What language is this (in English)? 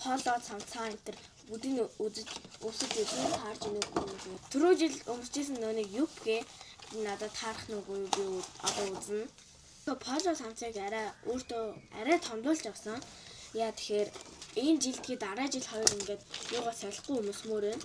Mongolian